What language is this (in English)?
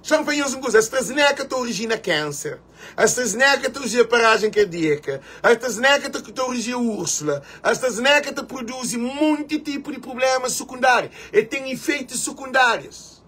Kabuverdianu